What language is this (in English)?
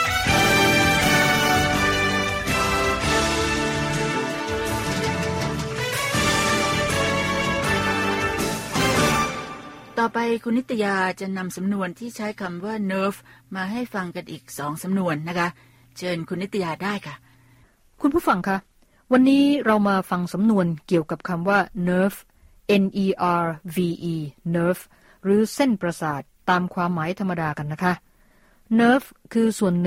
Thai